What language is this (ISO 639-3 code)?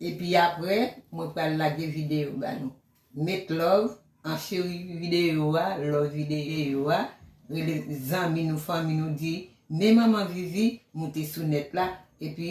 hat